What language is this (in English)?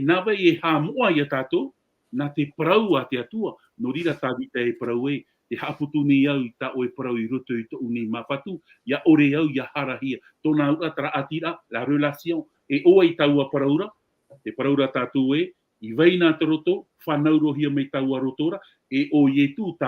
Tahitian